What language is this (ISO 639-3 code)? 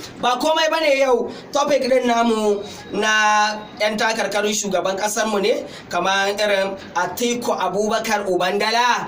hau